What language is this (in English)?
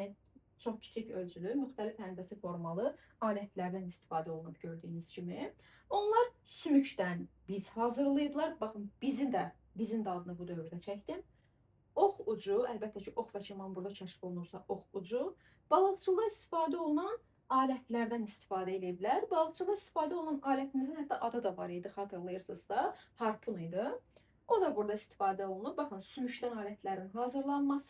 Azerbaijani